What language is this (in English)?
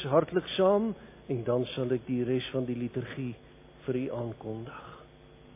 Afrikaans